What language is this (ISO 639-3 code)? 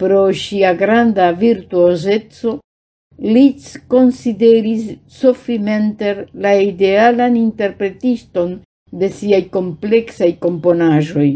epo